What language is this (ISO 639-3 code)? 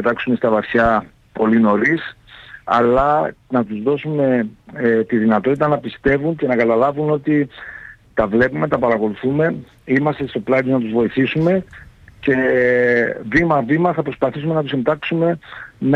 ell